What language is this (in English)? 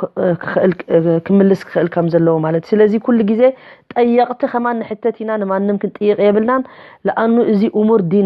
Tigrinya